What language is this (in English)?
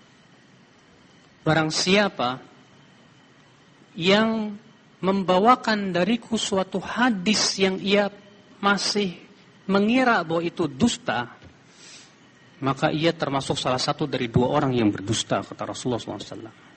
Indonesian